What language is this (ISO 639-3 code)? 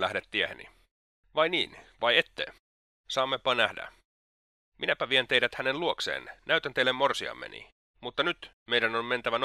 fin